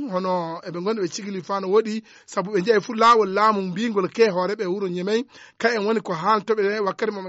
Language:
Fula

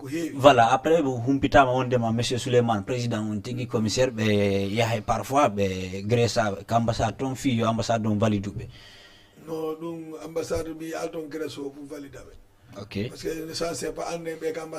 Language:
Fula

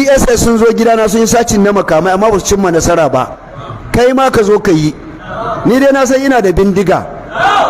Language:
Hausa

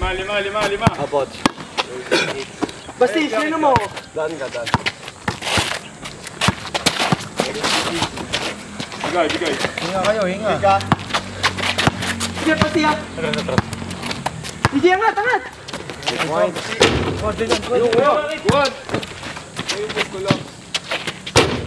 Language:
Filipino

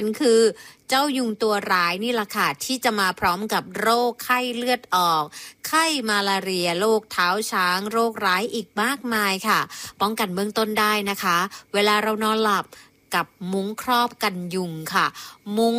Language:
Thai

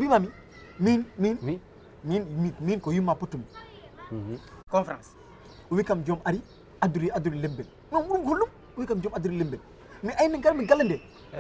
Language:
Fula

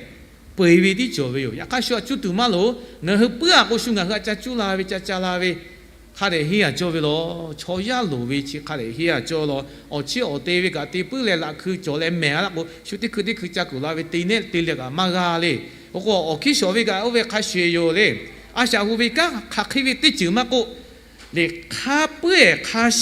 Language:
Lahu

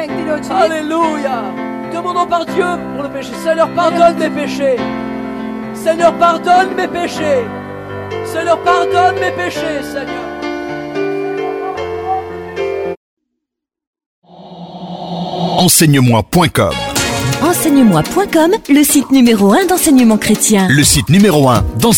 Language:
French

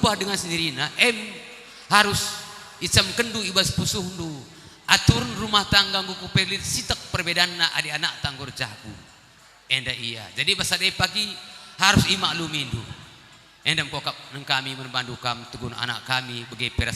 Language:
Batak Karo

